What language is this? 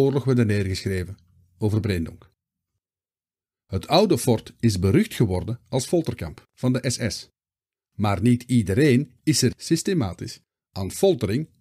Dutch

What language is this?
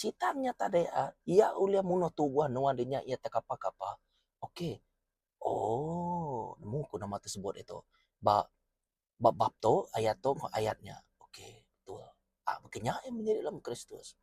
Iban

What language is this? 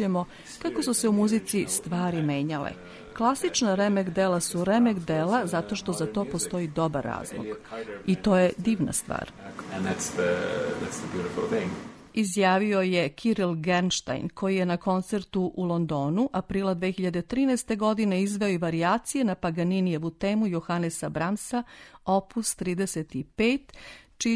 Serbian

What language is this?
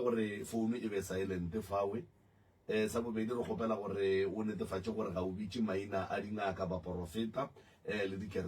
Northern Sotho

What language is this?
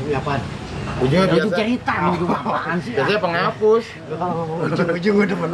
Betawi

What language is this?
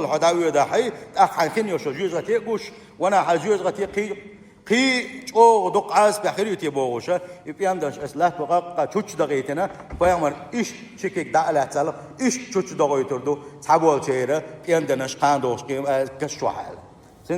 Chechen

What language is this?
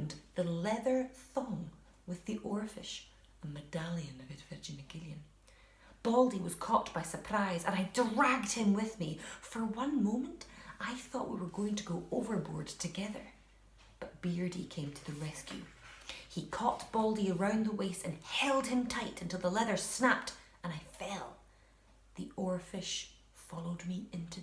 Scottish Gaelic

